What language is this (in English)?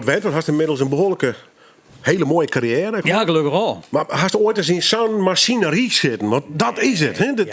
Western Frisian